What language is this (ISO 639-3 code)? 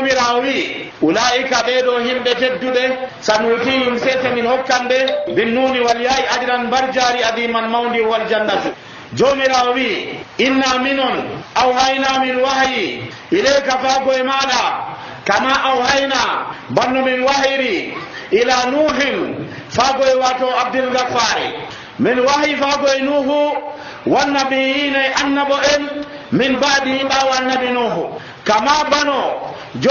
fuv